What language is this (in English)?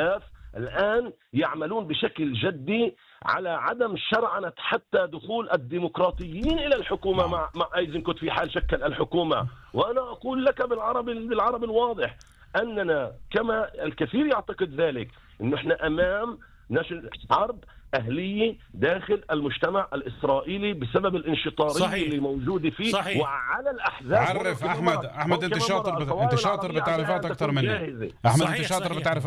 North Levantine Arabic